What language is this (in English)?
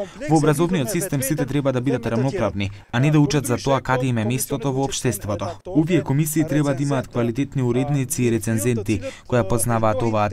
Macedonian